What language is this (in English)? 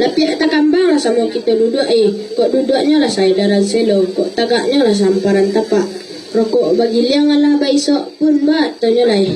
Minangkabau